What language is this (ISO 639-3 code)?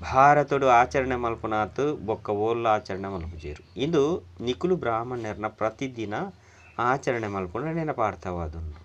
tcy